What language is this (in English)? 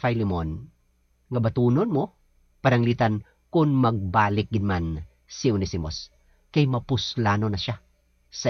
Hiligaynon